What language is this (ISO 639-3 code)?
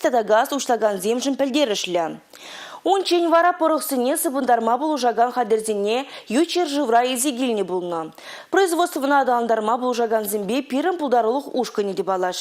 chv